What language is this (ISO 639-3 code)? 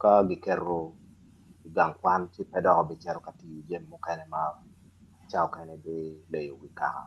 ach